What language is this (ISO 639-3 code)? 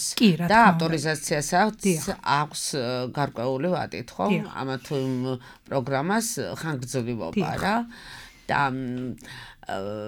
kat